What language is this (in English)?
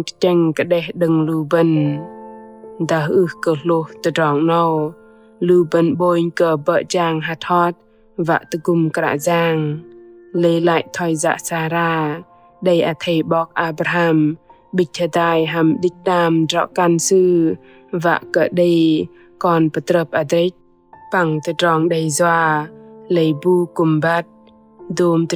Bahnar